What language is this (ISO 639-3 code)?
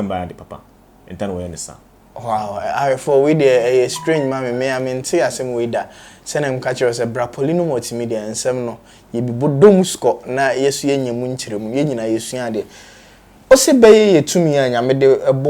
aka